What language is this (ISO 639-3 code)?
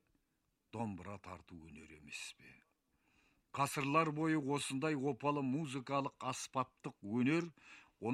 kaz